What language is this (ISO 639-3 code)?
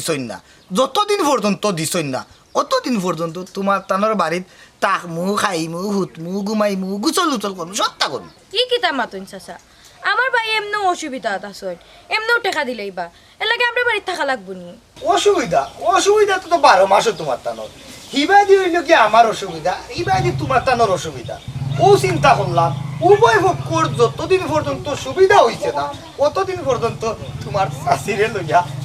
syl